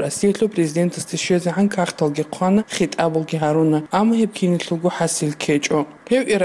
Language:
Avaric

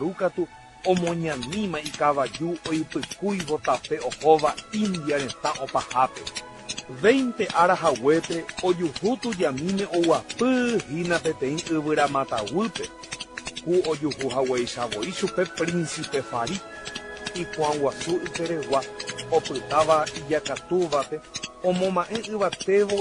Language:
Guarani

